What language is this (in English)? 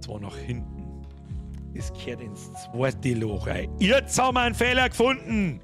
Bavarian